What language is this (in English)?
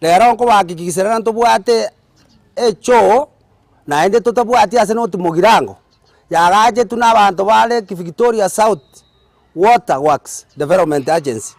Gusii